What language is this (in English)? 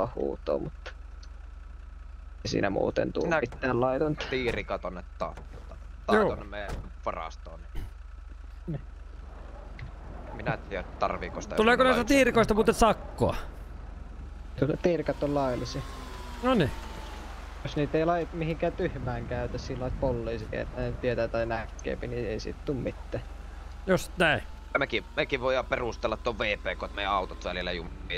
Finnish